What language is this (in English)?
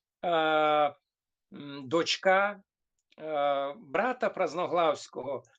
Rusyn